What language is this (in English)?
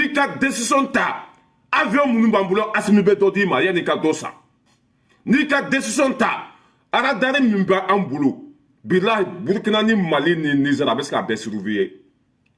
Bambara